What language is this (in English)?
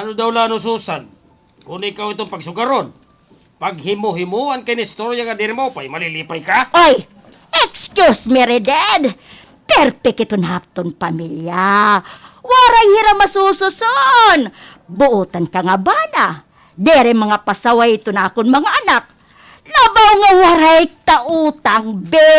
Waray